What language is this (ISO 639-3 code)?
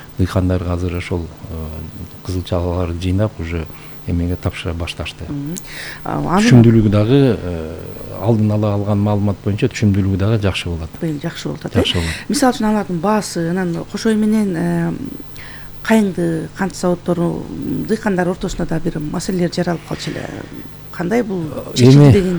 kir